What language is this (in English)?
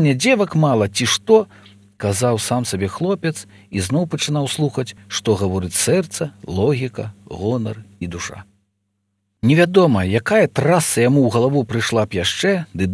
Belarusian